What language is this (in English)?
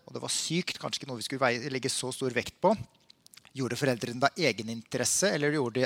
Norwegian